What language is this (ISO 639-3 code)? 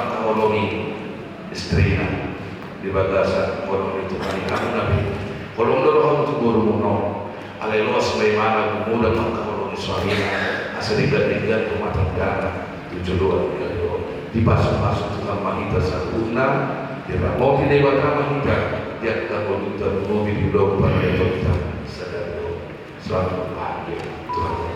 bbc